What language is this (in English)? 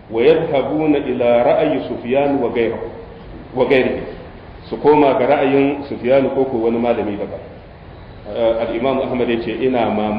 Hausa